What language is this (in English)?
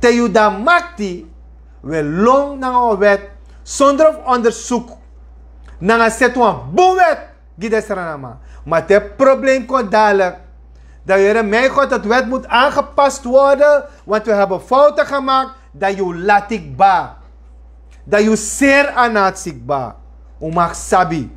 Sranan Tongo